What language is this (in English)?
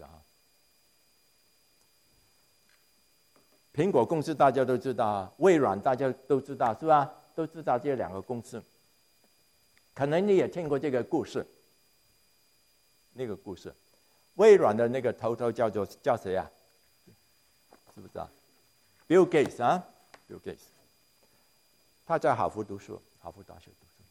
Chinese